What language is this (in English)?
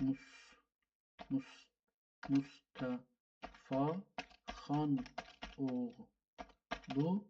South Azerbaijani